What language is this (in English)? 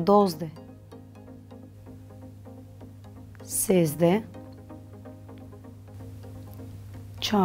Persian